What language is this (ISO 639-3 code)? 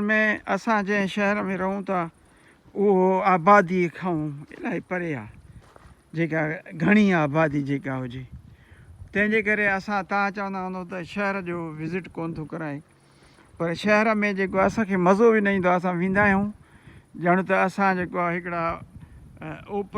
snd